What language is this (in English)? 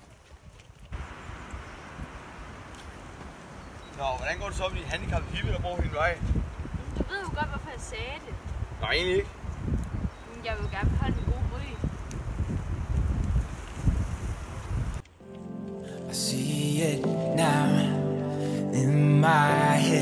Danish